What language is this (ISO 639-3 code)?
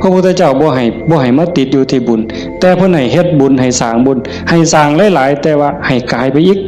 tts